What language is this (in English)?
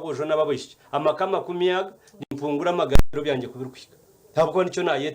Nyankole